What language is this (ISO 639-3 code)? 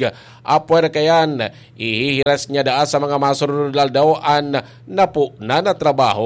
bik